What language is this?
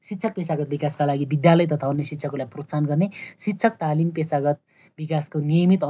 Nepali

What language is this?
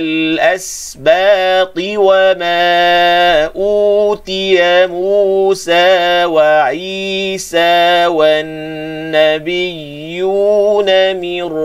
Malay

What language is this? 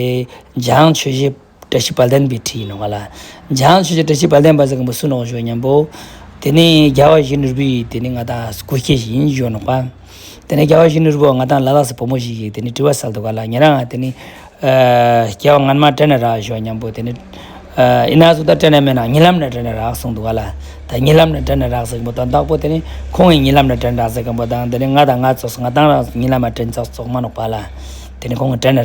Ladakhi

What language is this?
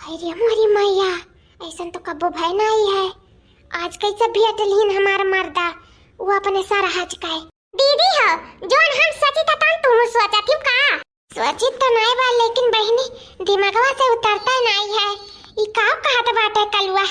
Awadhi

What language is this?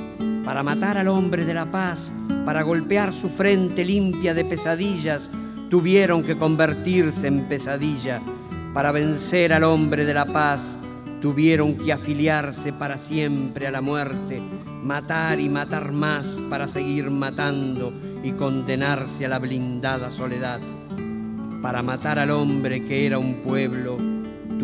Spanish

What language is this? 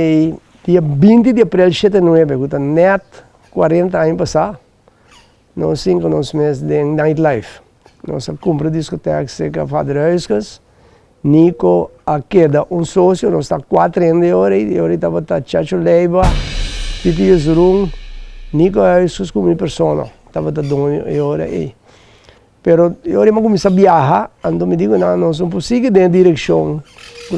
Papiamento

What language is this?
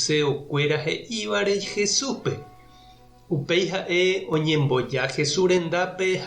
Guarani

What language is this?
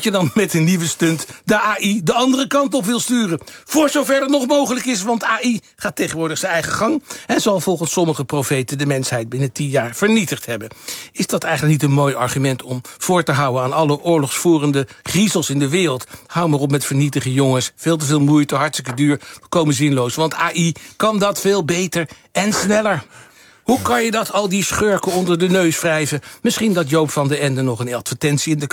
Dutch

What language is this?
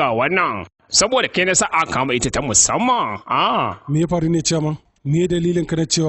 Hausa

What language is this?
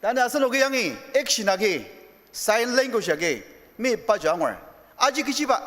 Ao Naga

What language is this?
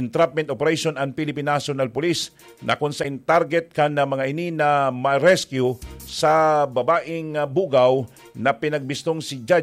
Bikol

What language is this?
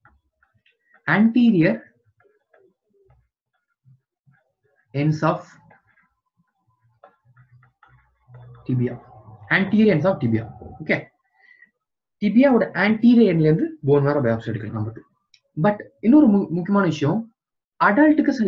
Tamil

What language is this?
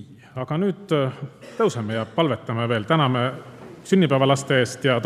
Estonian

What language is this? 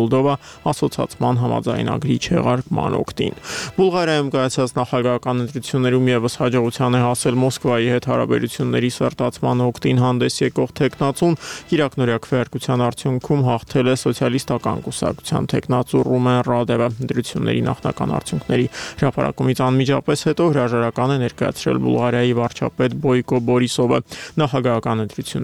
Armenian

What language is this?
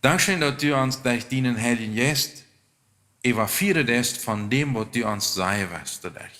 Plautdietsch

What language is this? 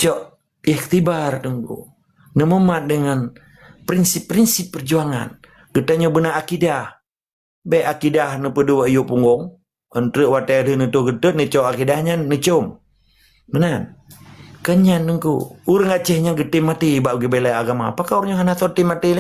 Achinese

